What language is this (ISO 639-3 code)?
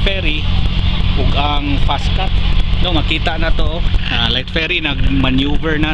ceb